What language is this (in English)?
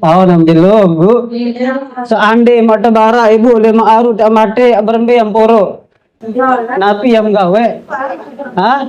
Sasak